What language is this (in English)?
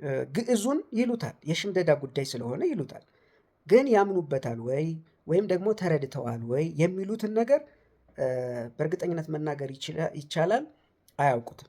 Amharic